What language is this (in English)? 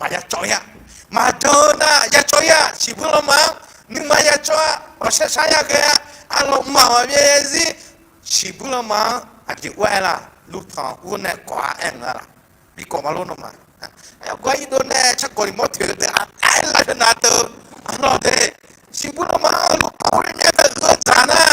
Akha